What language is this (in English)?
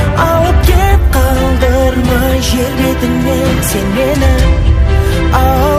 Kazakh